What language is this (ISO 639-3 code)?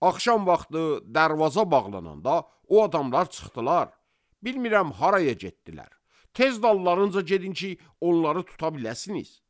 aze